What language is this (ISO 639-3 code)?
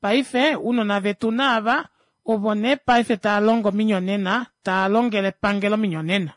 kua